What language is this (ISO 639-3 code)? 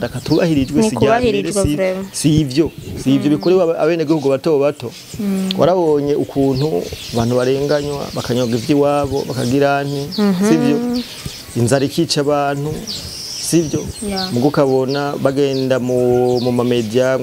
run